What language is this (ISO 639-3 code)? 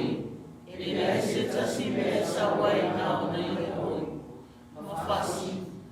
smo